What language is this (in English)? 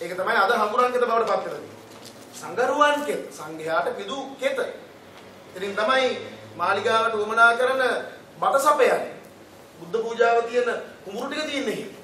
Sinhala